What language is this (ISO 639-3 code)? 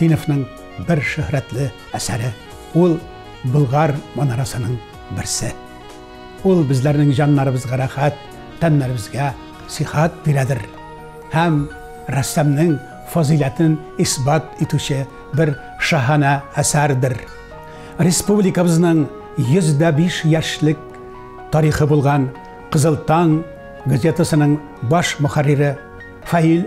tat